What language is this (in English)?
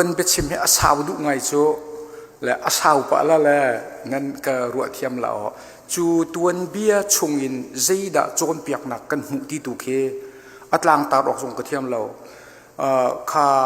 Hakha Chin